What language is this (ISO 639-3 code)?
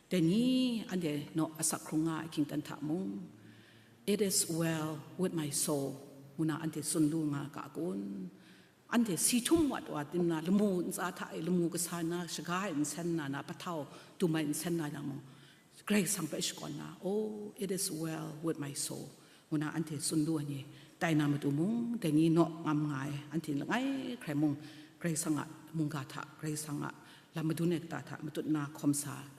kac